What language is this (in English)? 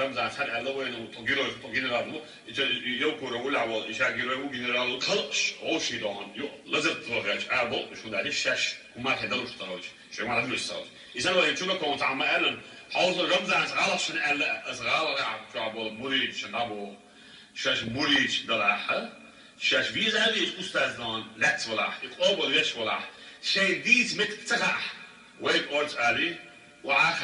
Chechen